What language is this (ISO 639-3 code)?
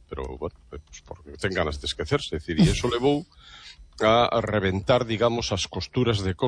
glg